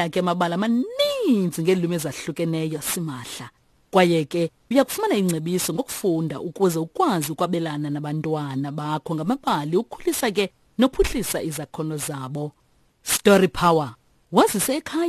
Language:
Xhosa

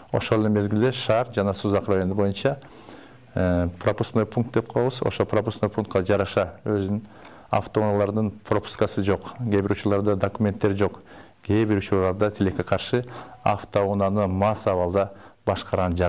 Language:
Kyrgyz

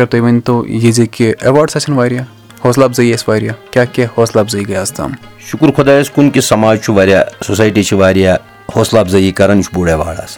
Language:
Kashmiri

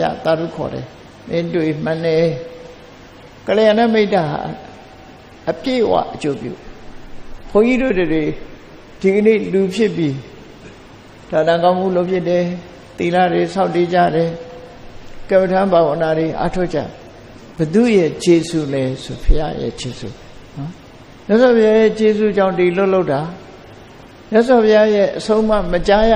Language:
Burmese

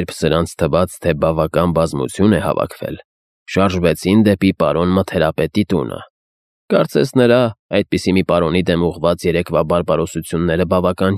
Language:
Armenian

